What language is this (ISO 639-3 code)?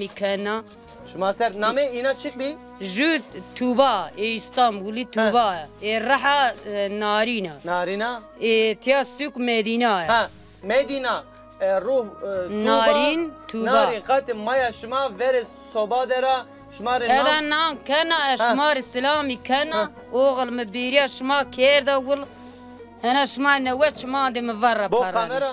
zza